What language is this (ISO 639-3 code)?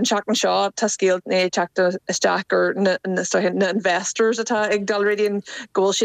gle